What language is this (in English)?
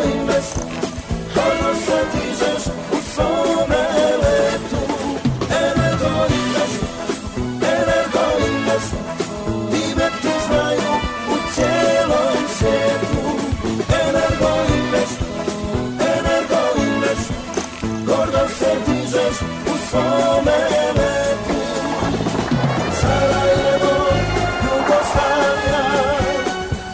Bosnian